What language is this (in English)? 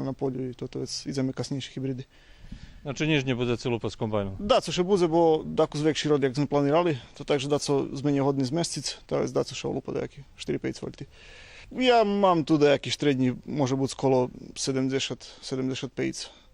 Rusyn